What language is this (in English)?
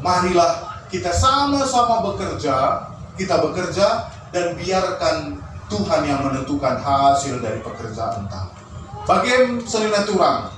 Batak Karo